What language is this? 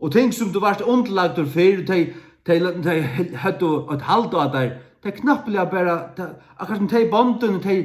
Faroese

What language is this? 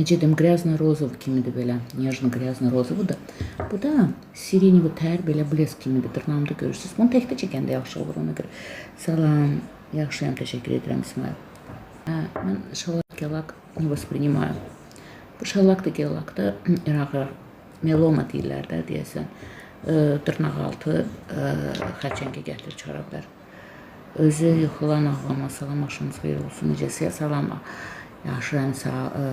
Azerbaijani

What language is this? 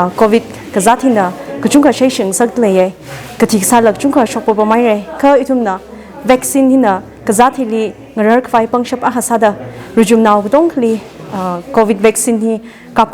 Tangkhul Naga (India)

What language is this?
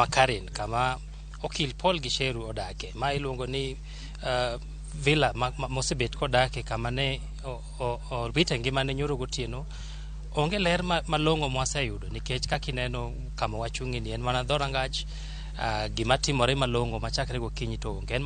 Luo (Kenya and Tanzania)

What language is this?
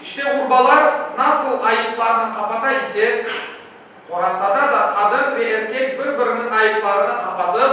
Crimean Tatar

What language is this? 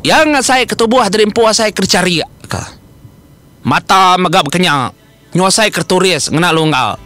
Iban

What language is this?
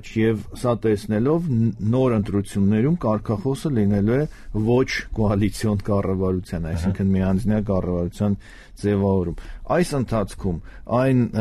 Armenian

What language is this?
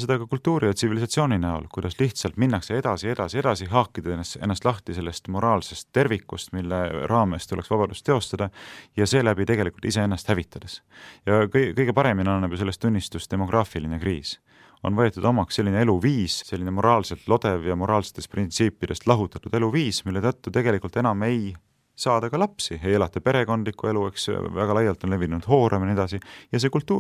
Estonian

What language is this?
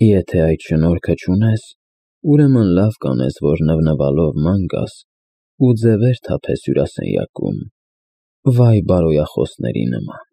Armenian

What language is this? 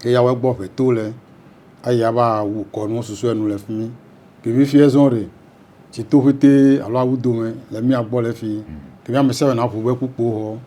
Ewe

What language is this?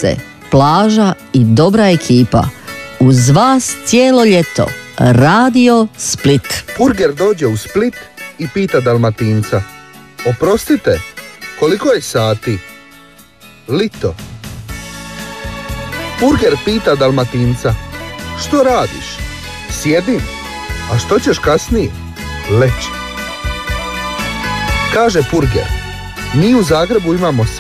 Croatian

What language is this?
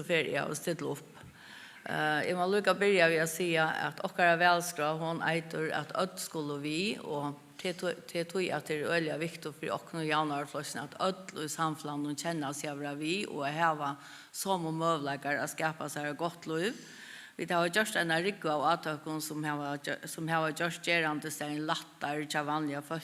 Faroese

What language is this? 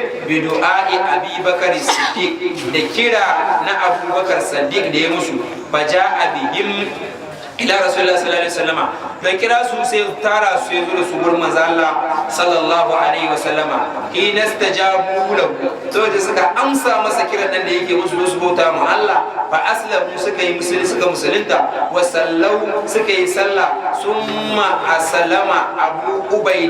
Hausa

